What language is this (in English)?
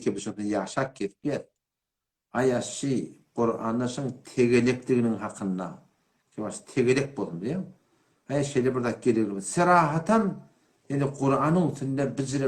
Turkmen